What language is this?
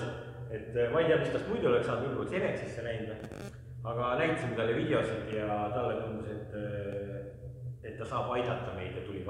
Estonian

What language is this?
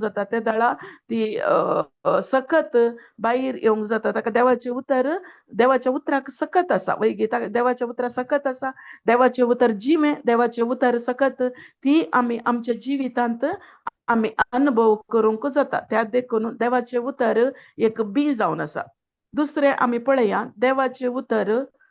Konkani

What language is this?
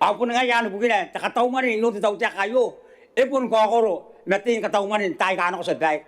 Gilbertese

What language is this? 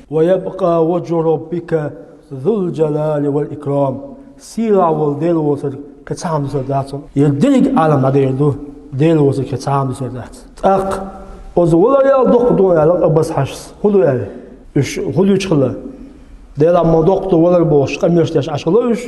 Chechen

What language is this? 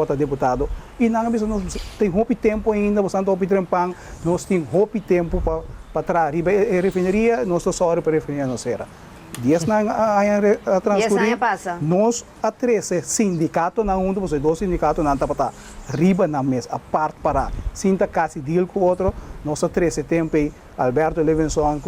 Papiamento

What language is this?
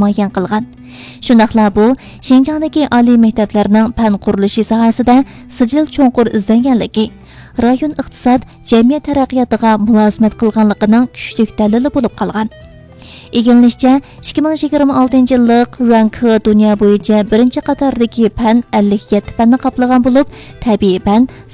Uyghur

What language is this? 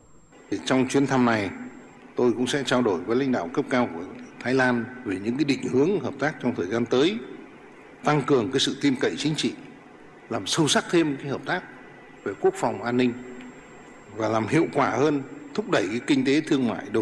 Vietnamese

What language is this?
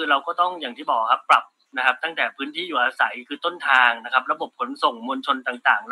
Thai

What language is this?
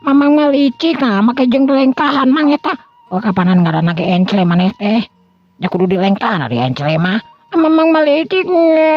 Sundanese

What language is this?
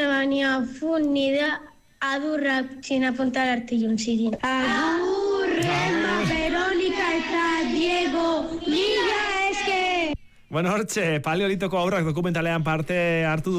Basque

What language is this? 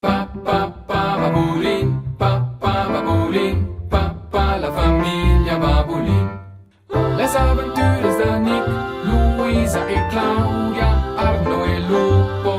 Romansh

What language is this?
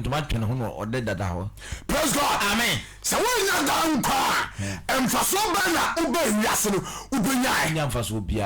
Akan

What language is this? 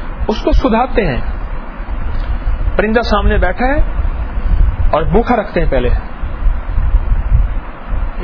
Urdu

